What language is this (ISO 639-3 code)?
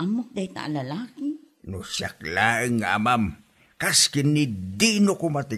ilo